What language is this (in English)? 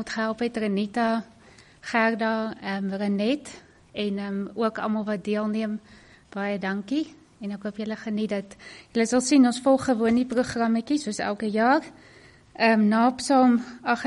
Afrikaans